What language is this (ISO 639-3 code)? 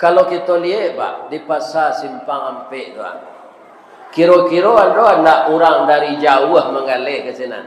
min